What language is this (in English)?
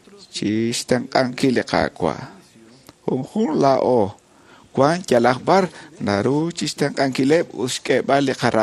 Kekchí